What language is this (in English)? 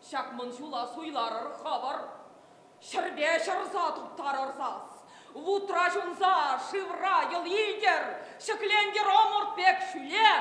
Chuvash